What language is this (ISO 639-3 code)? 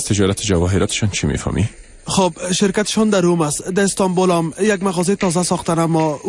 fas